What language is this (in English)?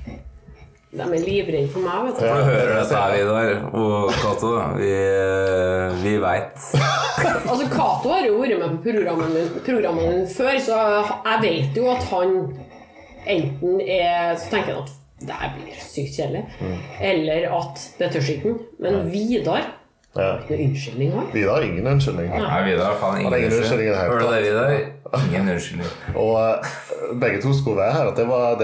Norwegian